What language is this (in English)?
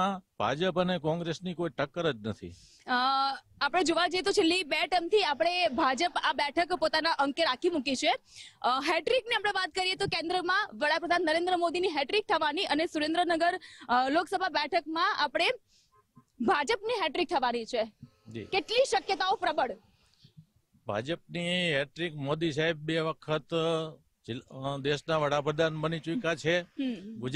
Gujarati